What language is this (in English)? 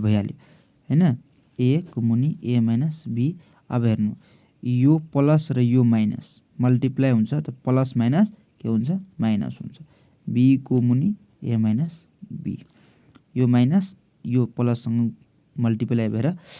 Nepali